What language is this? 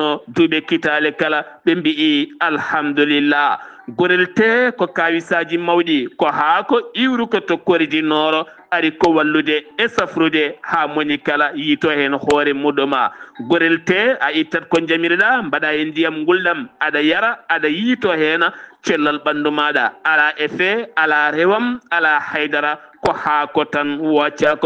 Fula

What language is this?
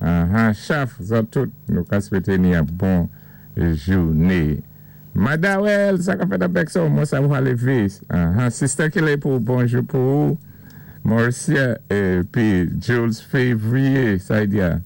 Saint Lucian Creole French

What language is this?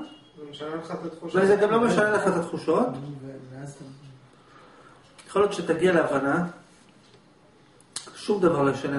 Hebrew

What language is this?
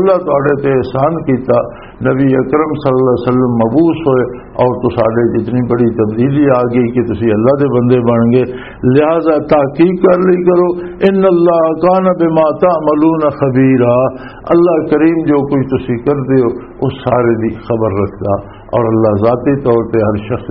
Western Panjabi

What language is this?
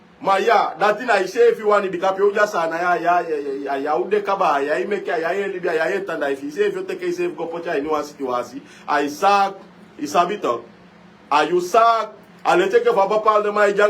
Sranan Tongo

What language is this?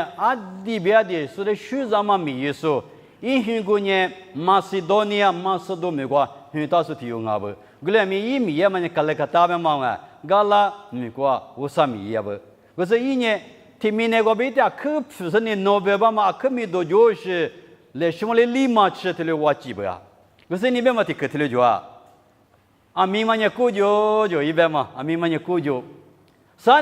Lisu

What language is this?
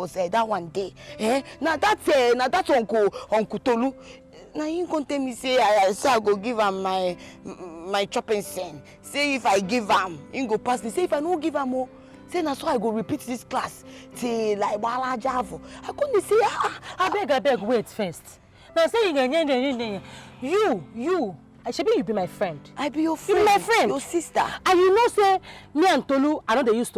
Nigerian Pidgin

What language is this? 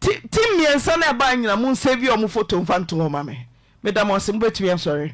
Akan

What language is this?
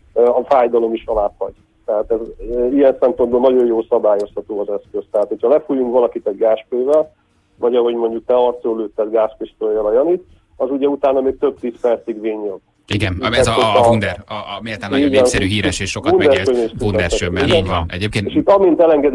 Hungarian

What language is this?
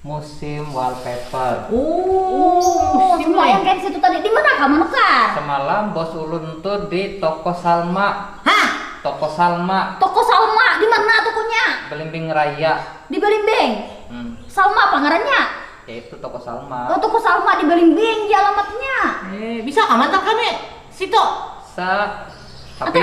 Banjar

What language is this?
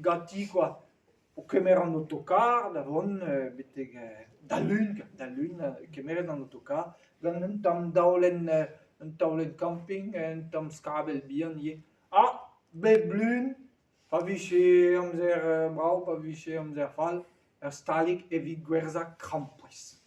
Breton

